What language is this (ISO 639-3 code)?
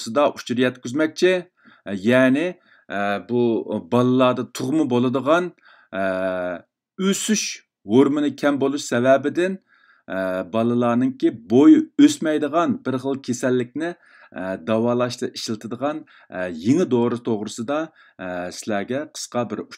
uig